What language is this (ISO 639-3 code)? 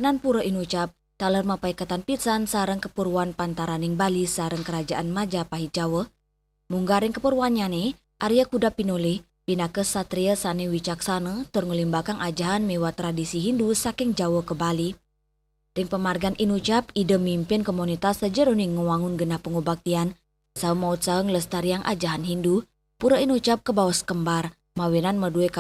ban